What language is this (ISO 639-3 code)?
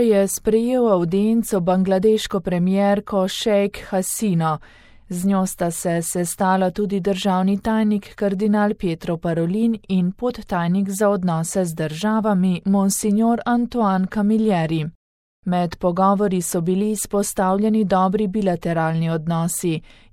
slv